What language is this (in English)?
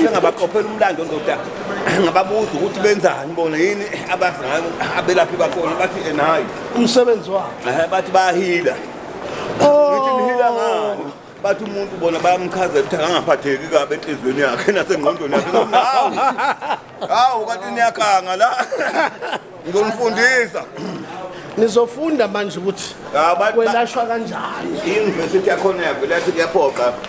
Zulu